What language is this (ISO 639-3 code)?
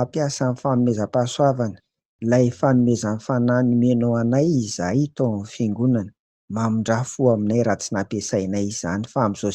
mlg